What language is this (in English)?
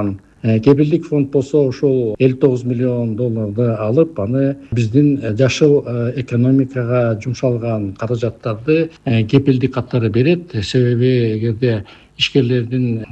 Kyrgyz